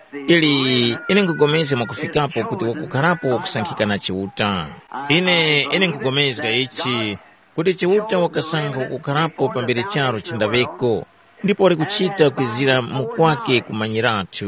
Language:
Tumbuka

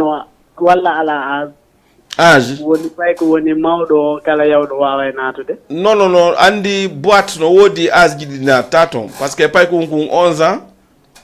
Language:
Fula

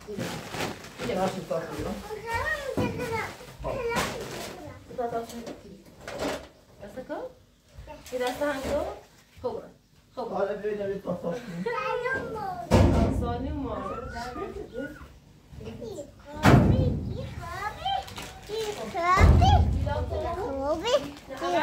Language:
Persian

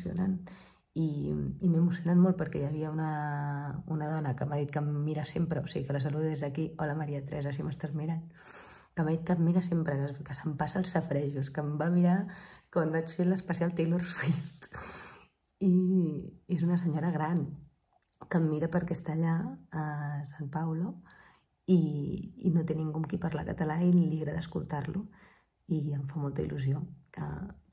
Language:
Catalan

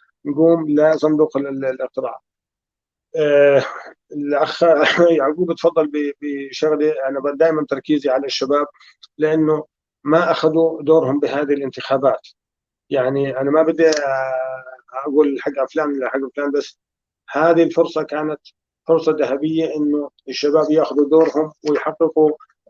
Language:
North Levantine Arabic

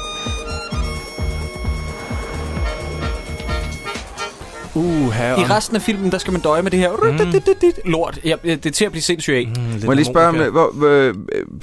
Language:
Danish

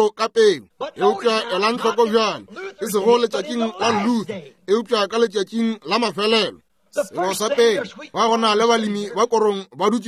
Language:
Northern Sotho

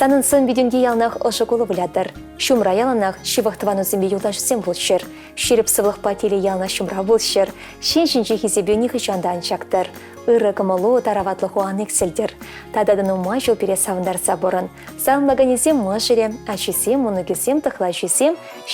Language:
Chuvash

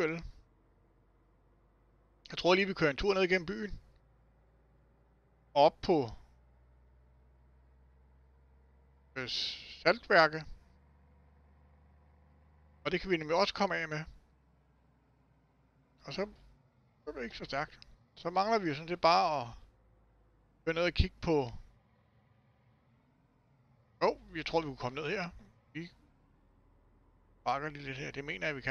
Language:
Danish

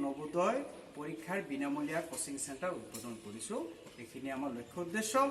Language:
Assamese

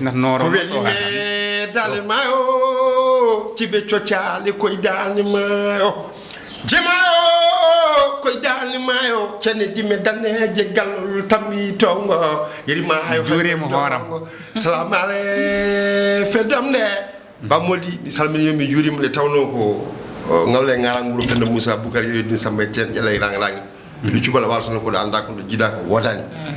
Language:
Fula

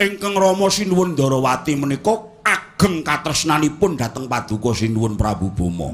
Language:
Javanese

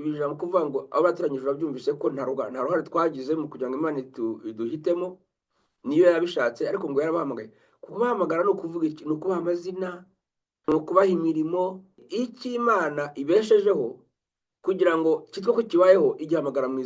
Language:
Kinyarwanda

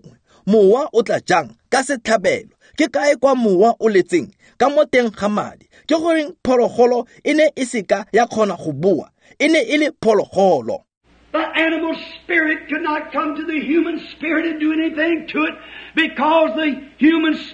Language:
Tswana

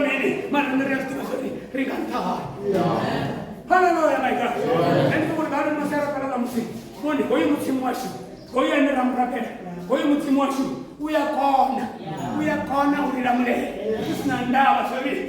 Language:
Venda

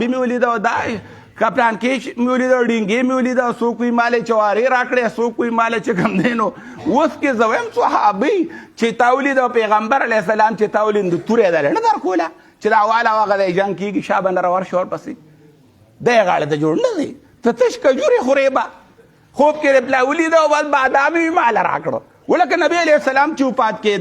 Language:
Pashto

